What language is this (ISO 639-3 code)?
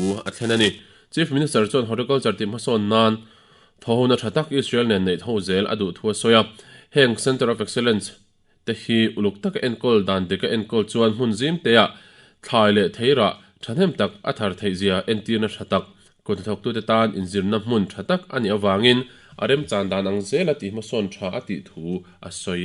lus